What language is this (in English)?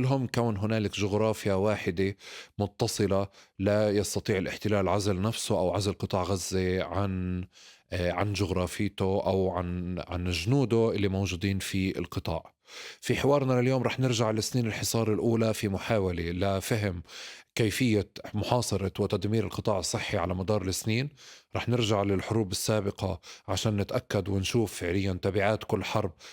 North Levantine Arabic